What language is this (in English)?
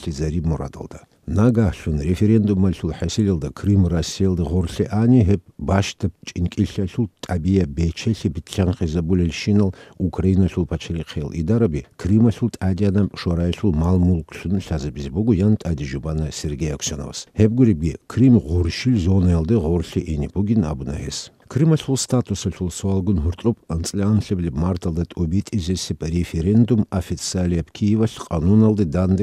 Avaric